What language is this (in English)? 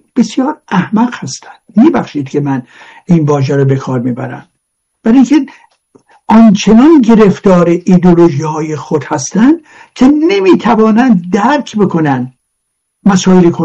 Persian